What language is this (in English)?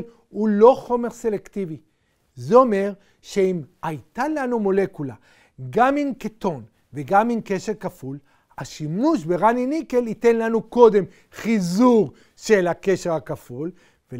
Hebrew